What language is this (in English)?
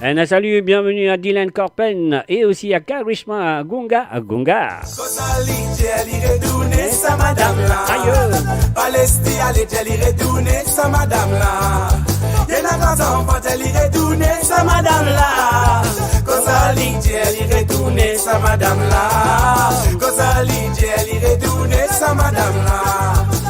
Morisyen